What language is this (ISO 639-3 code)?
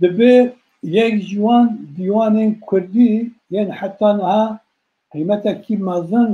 kur